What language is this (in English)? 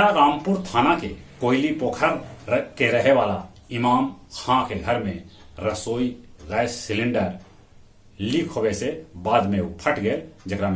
Magahi